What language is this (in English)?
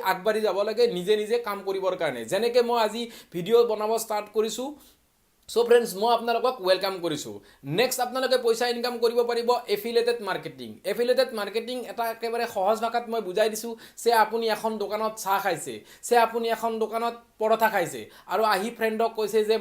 Assamese